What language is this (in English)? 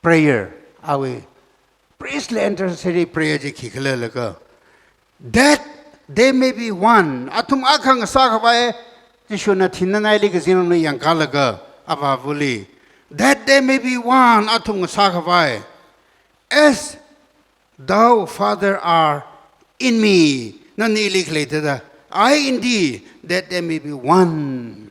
Tangkhul Naga (India)